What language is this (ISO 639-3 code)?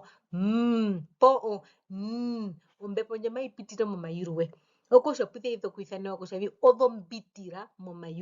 her